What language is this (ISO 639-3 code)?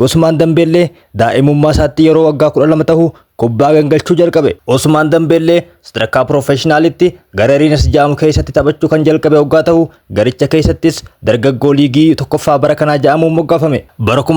orm